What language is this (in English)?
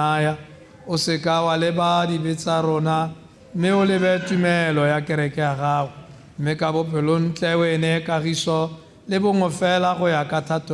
Tswana